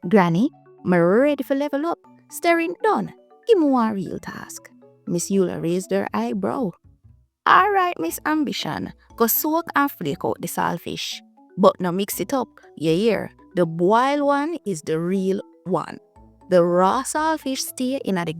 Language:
Jamaican Creole English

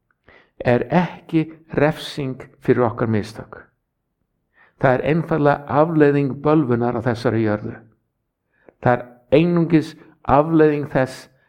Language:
Icelandic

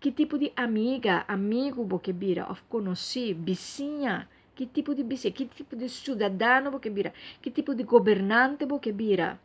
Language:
Papiamento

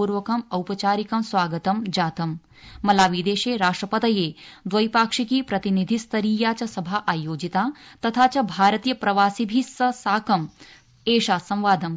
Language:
Sanskrit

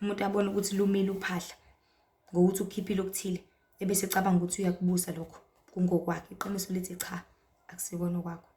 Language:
Zulu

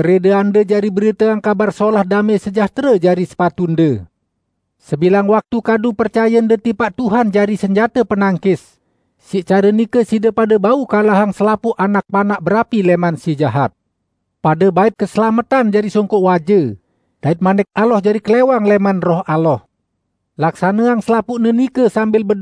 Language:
Sasak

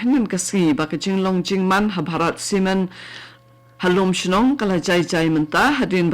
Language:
Khasi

